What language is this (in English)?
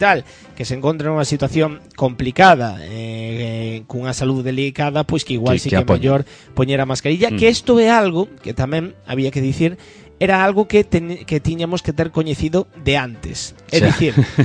Galician